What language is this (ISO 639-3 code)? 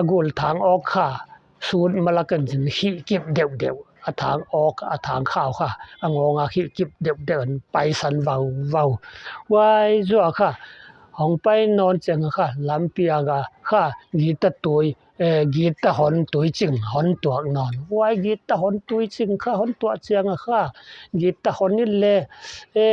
pck